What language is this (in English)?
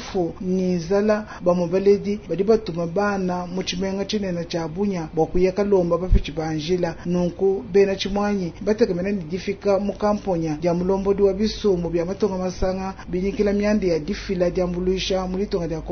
Luba-Lulua